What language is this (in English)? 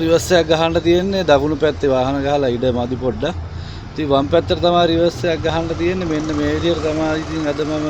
Sinhala